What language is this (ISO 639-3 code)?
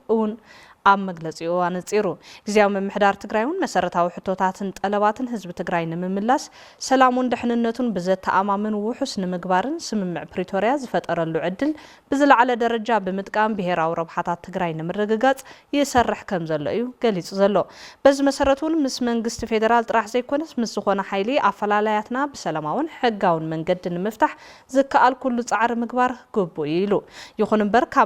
tir